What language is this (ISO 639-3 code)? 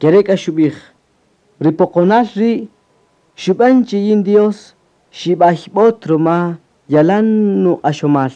cak